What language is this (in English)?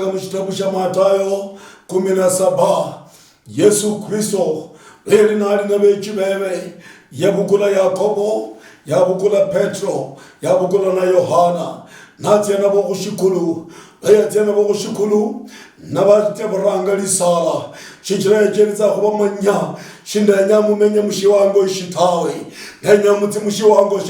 Luyia